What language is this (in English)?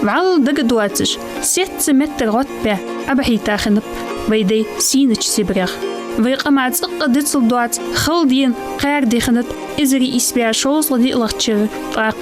Ingush